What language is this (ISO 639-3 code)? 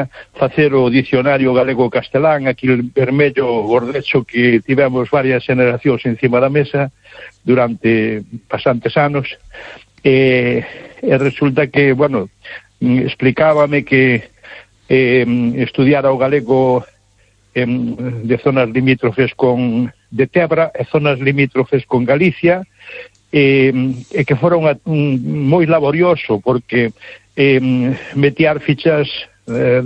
glg